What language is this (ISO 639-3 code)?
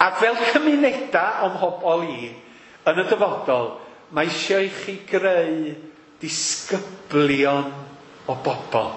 cym